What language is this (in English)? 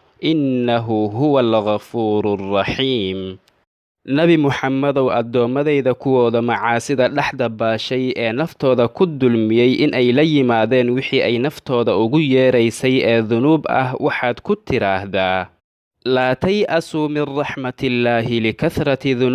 Somali